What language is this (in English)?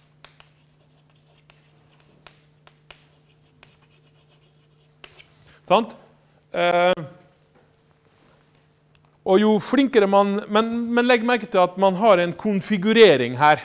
Norwegian